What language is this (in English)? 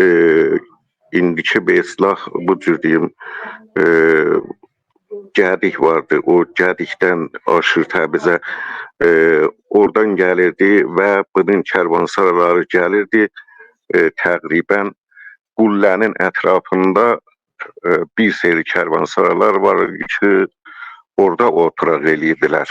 South Azerbaijani